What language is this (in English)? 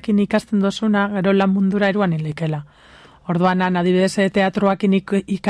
Basque